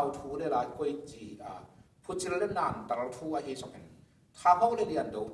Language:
Tedim Chin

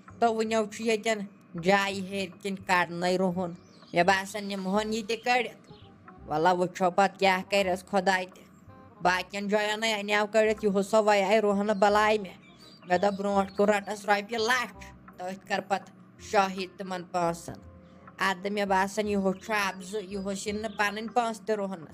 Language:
Kashmiri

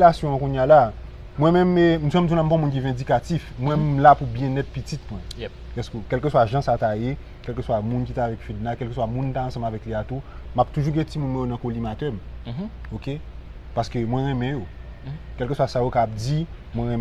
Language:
Haitian Creole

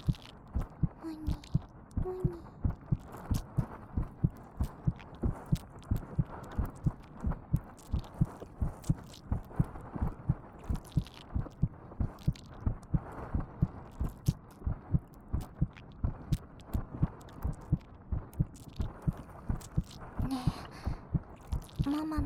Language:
Japanese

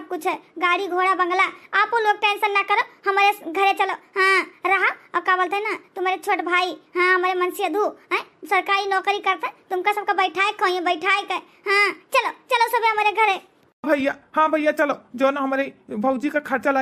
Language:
Awadhi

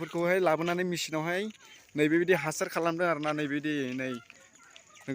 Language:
Bodo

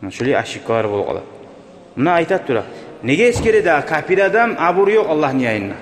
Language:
Kumyk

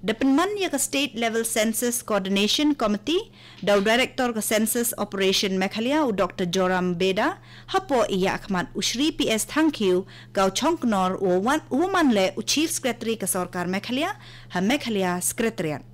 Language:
Khasi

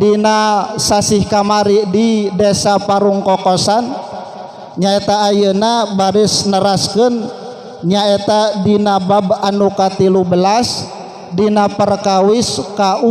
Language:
Sundanese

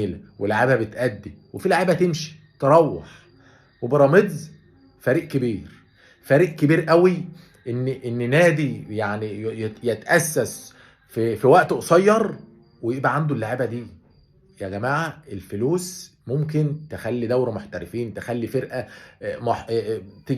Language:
Egyptian Arabic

